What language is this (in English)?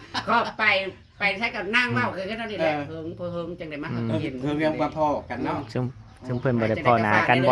Northeastern Thai